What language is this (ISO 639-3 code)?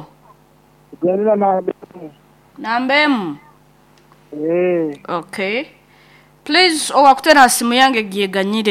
nyo